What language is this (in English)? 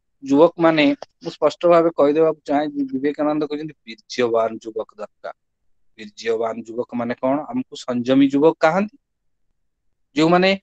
Odia